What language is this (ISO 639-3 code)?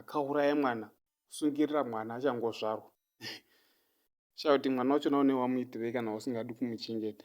sna